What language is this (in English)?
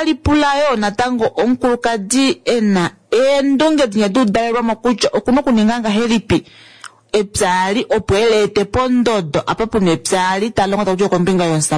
Kuanyama